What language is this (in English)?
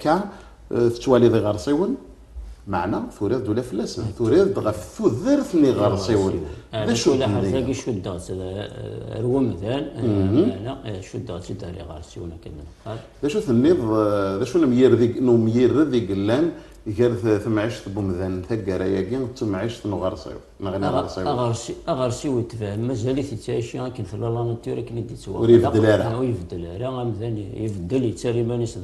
Kabyle